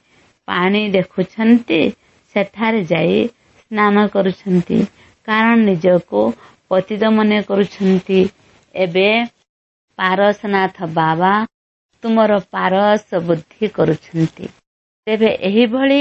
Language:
Odia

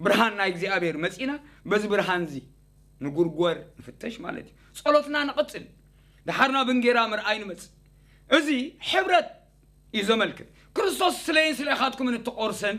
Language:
Tigrinya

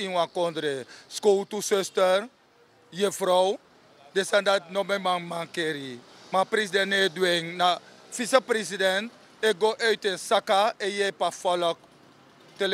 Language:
Sranan Tongo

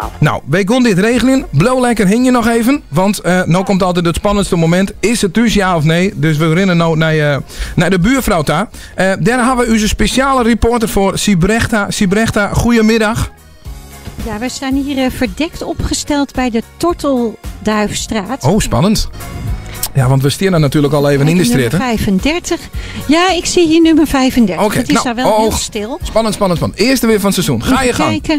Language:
Western Frisian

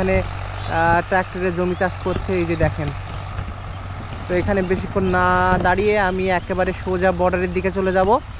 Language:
Bangla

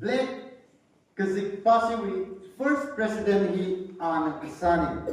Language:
Tangkhul Naga (India)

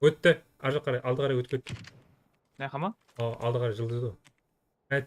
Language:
Kara-Kalpak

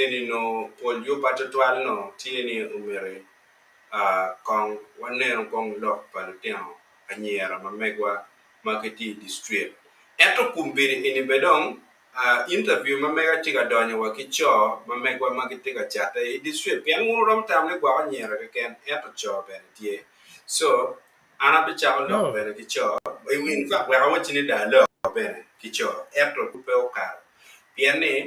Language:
Acoli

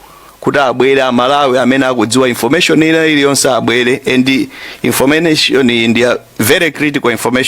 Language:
Nyanja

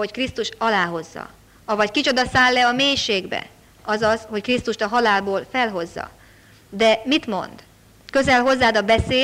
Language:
Hungarian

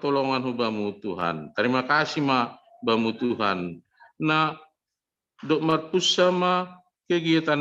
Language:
Batak Simalungun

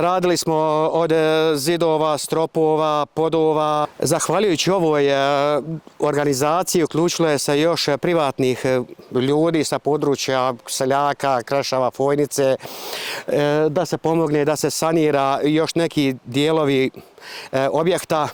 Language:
Bosnian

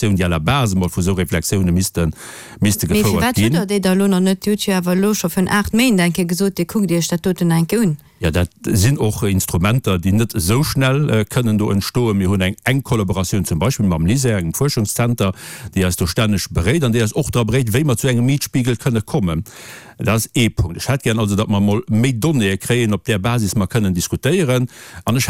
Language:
Luxembourgish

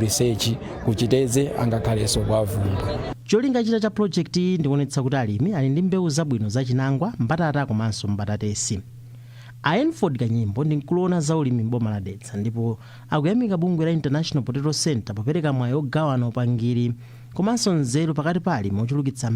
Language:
Nyanja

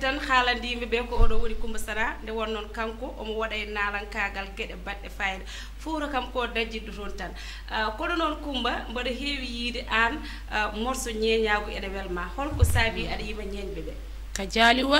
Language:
Fula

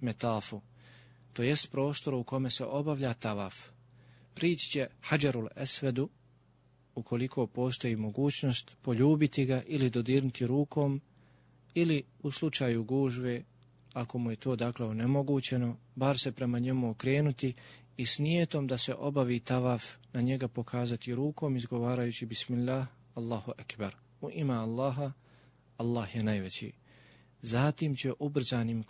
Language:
Bosnian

